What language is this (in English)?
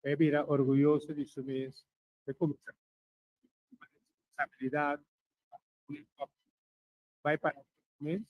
Papiamento